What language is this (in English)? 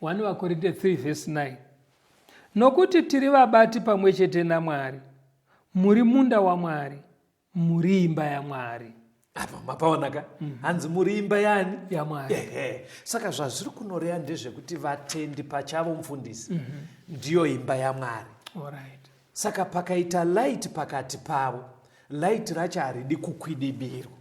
Shona